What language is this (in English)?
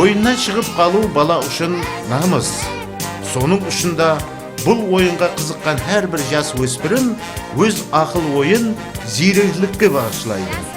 Kara-Kalpak